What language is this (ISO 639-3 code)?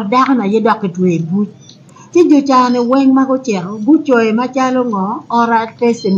ach